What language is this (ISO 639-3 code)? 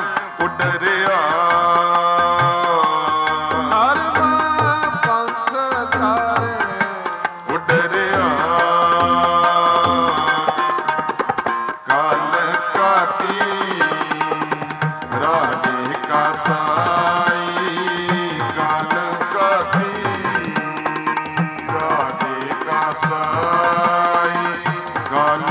pan